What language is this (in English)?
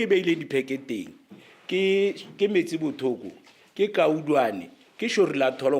Tswana